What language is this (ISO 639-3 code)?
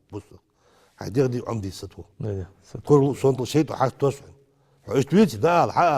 inh